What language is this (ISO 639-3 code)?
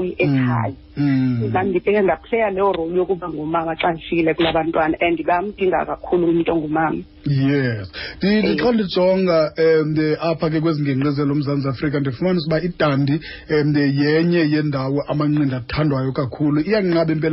xho